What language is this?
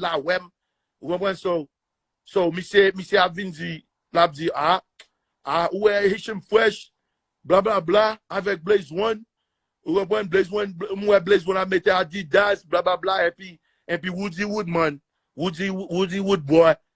Haitian Creole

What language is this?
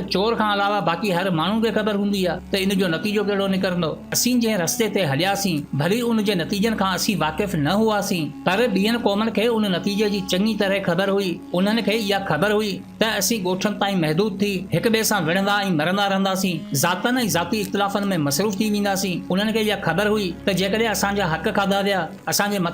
Sindhi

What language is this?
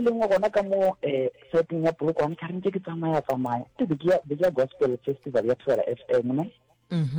Northern Sotho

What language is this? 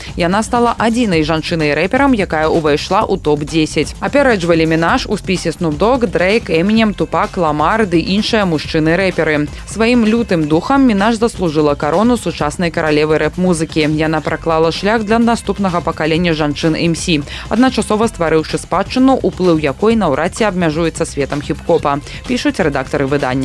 Belarusian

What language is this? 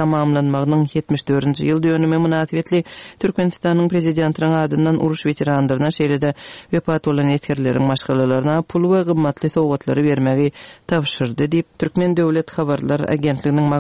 Turkmen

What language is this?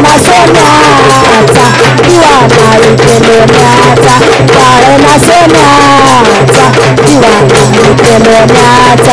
Marathi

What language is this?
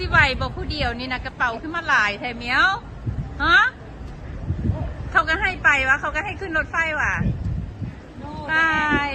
Lao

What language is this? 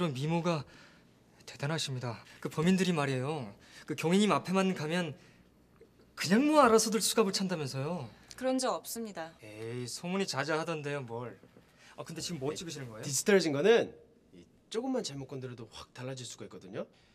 Korean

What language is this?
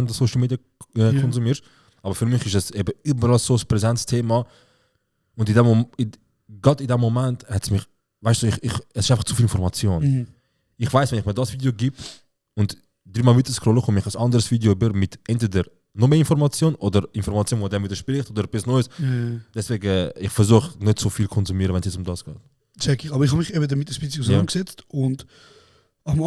Swiss German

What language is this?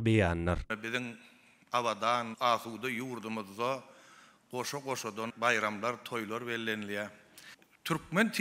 Turkmen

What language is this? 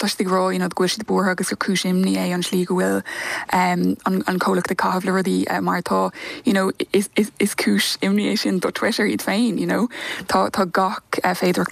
Irish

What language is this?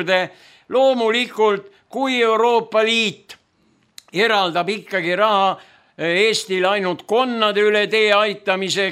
Estonian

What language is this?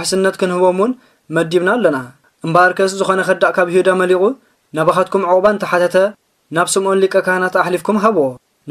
Tigrinya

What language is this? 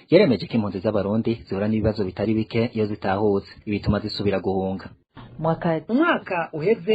Rundi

